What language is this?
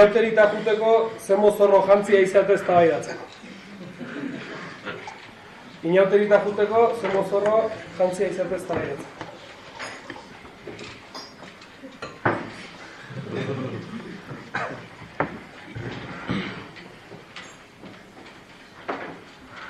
Basque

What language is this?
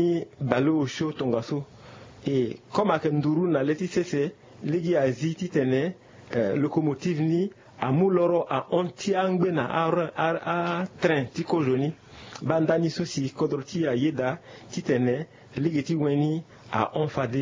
Sango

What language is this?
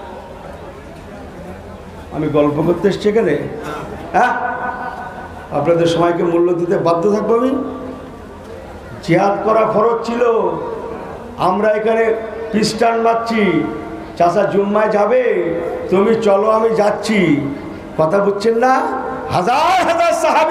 Bangla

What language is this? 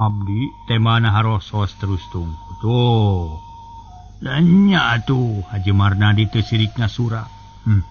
Sundanese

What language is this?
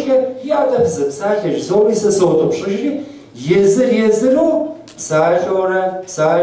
Kabardian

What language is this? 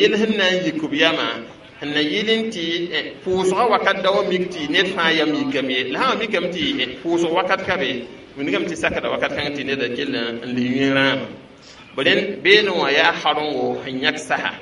Mossi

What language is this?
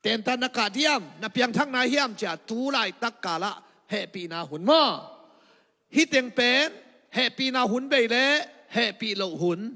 Tedim Chin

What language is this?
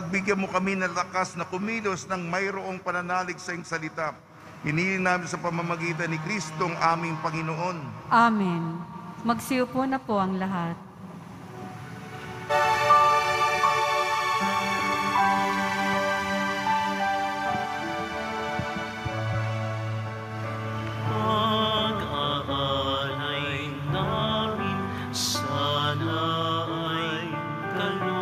Filipino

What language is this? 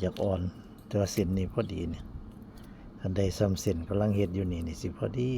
Northeastern Thai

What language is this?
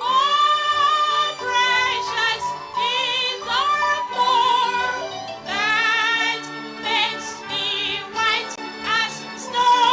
Ewe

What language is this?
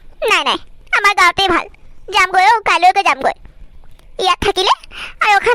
Assamese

